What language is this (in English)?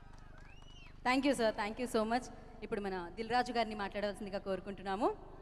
Telugu